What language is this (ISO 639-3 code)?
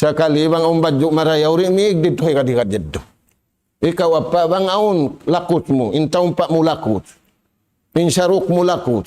tsg